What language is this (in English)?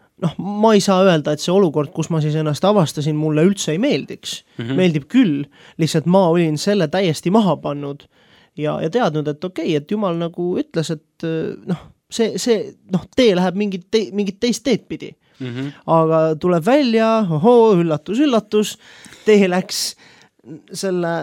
Estonian